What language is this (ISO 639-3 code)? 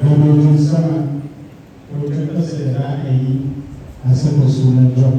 hau